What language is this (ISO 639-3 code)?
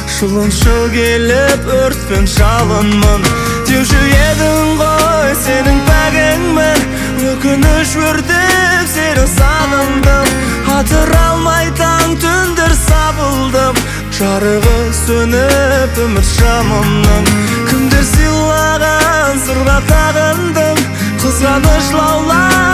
kaz